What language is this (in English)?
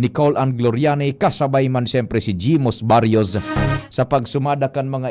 Bikol